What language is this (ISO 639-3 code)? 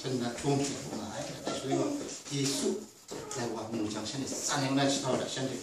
kac